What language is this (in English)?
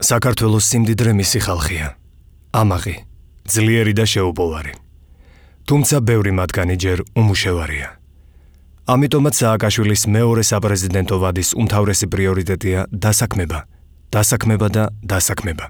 Georgian